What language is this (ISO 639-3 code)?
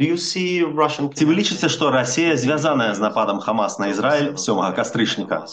bel